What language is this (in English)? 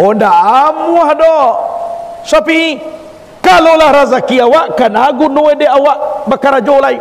Minangkabau